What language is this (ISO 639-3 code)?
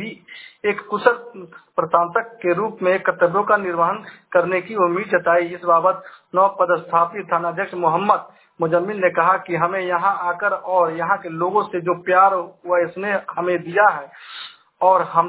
hin